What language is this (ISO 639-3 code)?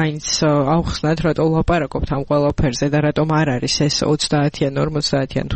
kat